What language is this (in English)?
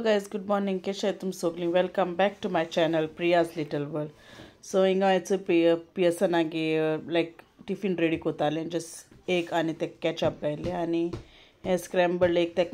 Konkani